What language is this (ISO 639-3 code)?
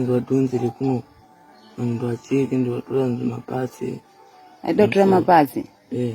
sna